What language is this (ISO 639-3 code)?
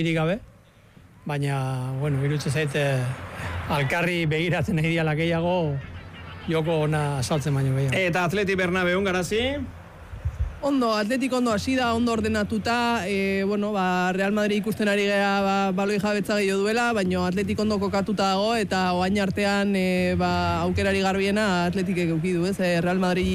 eus